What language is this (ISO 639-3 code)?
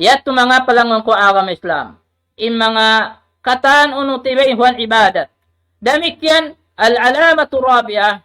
tsg